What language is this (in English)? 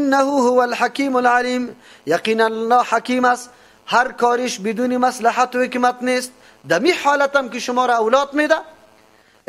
Persian